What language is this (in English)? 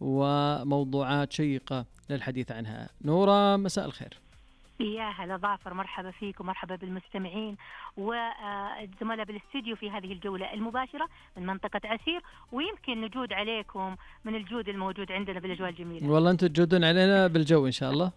Najdi Arabic